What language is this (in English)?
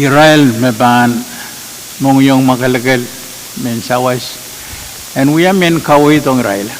Pohnpeian